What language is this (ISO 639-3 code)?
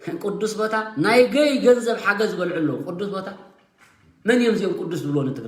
tir